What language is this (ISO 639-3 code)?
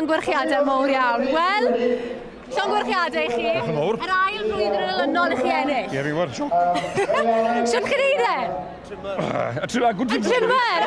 cym